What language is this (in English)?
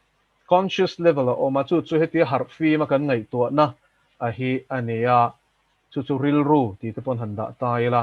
Mizo